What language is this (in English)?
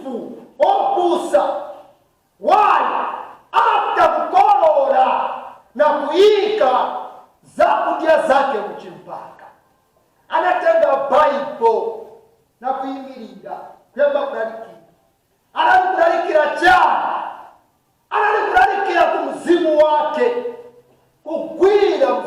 Nyanja